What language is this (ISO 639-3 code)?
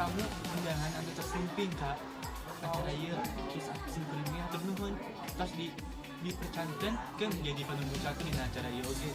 sun